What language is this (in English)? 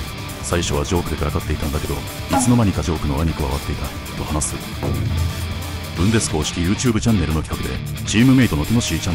Japanese